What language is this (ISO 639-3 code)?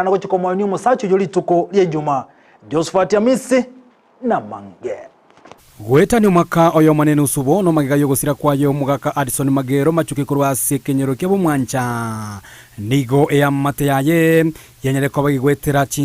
guz